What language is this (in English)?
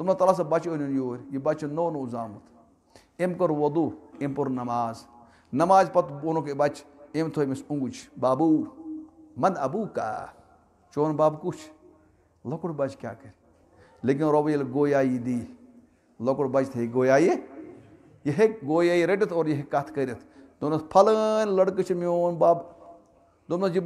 Kashmiri